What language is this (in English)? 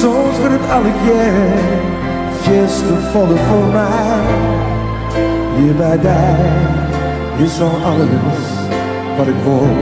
Western Frisian